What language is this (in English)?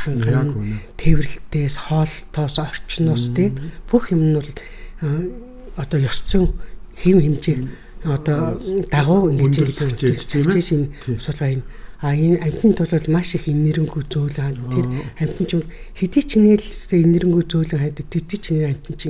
Mongolian